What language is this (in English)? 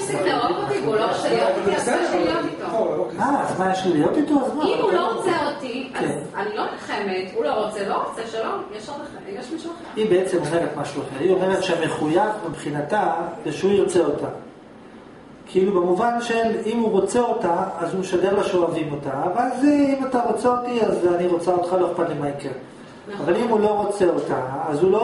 Hebrew